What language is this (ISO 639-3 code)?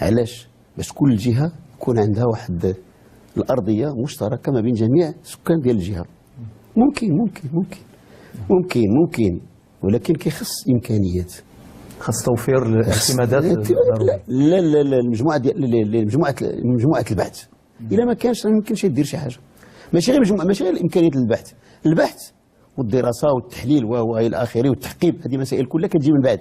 ary